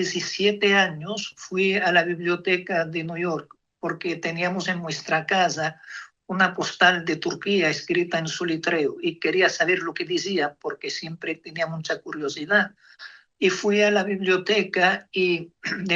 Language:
Ladino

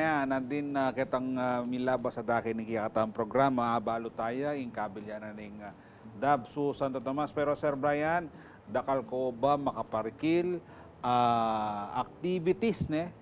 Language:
Pampanga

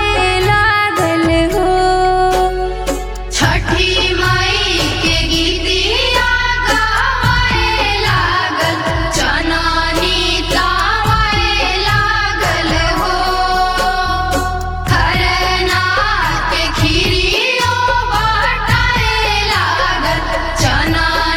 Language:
Bhojpuri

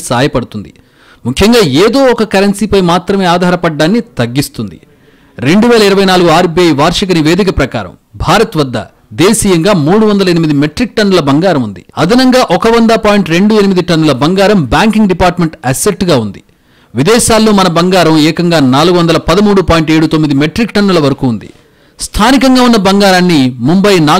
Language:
Telugu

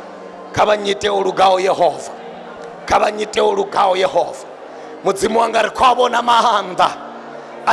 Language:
Venda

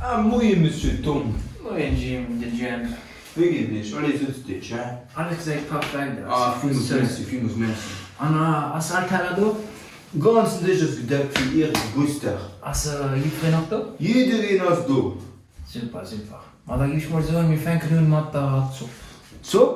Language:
Luxembourgish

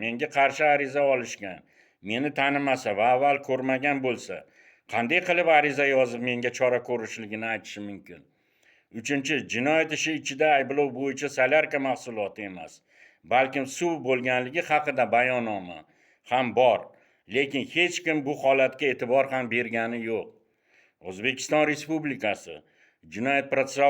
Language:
Uzbek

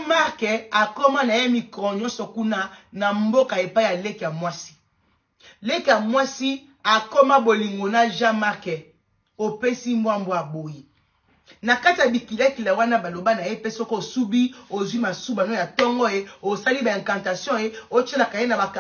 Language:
Lingala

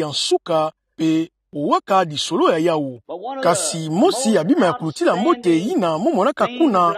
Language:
Kituba (Democratic Republic of Congo)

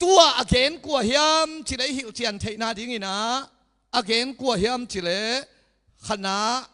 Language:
Tedim Chin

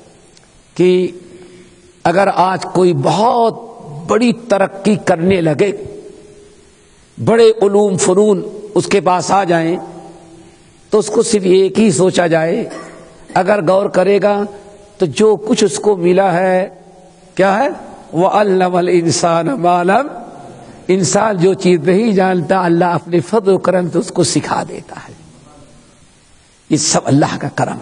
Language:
Urdu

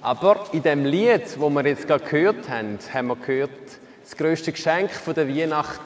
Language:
Swiss German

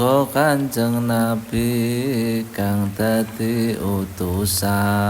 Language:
Javanese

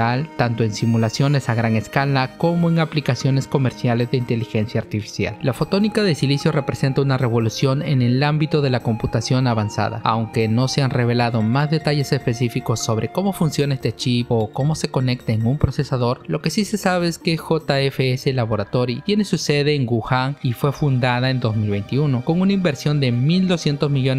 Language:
Spanish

